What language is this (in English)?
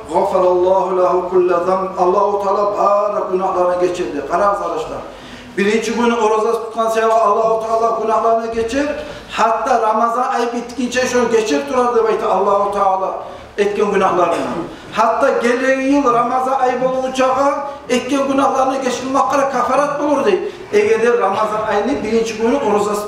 Kumyk